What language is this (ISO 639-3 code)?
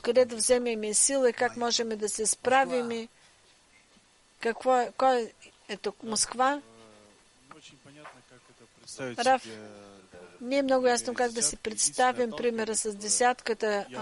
bul